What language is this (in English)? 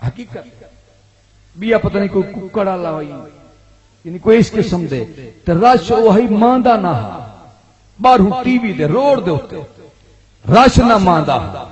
Saraiki